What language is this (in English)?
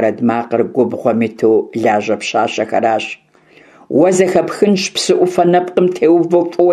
Kabardian